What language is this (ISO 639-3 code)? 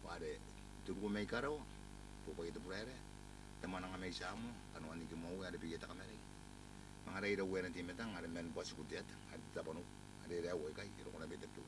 gil